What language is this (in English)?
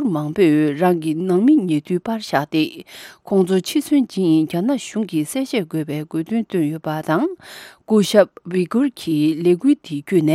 Tibetan